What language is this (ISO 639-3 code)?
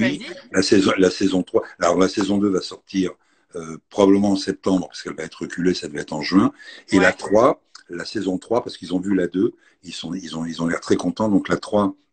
fra